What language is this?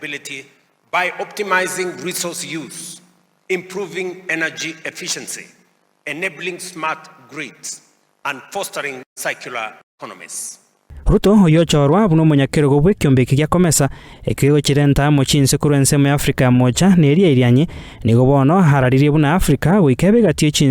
Gusii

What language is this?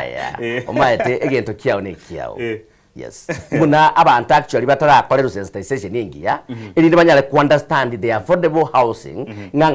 Gusii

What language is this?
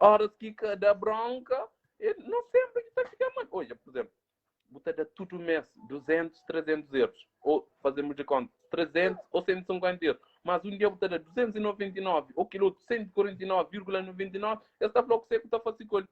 Kabuverdianu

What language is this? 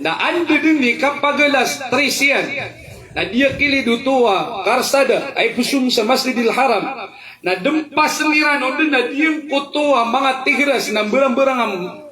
Maranao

